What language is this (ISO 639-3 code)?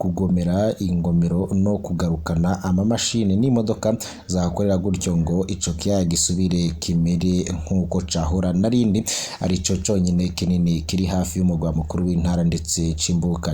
run